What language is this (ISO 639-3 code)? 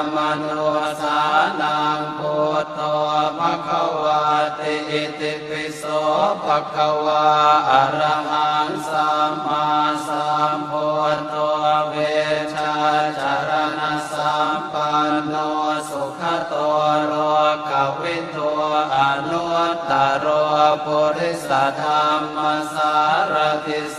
pli